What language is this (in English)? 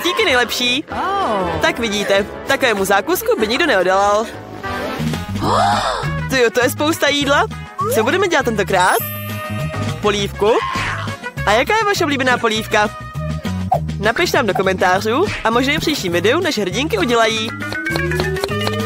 Czech